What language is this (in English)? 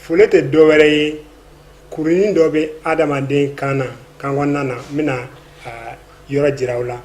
Bambara